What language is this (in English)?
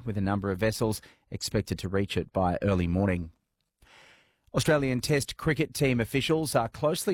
English